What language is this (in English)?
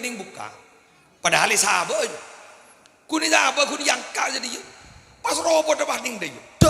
Madurese